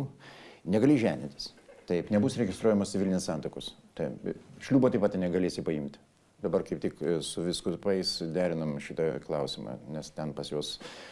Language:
Lithuanian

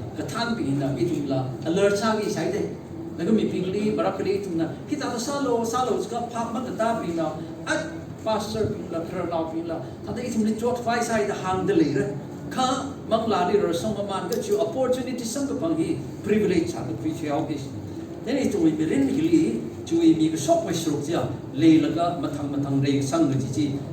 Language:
Tangkhul Naga (India)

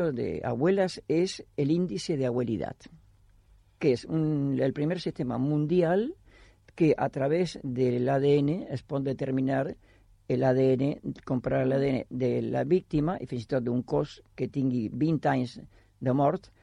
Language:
Catalan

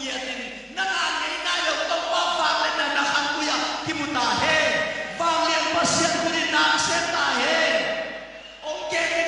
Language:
Tedim Chin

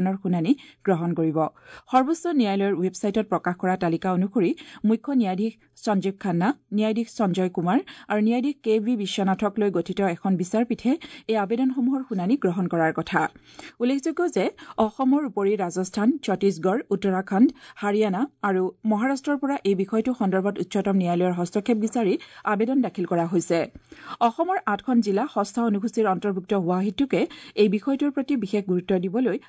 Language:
Assamese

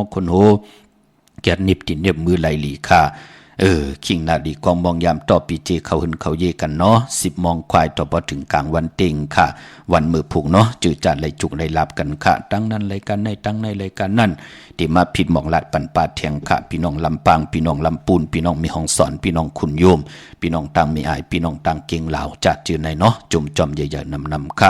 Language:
Shan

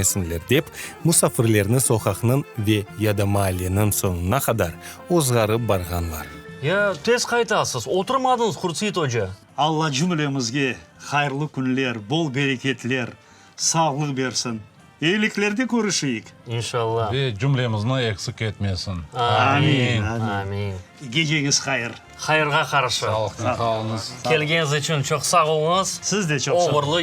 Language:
Crimean Tatar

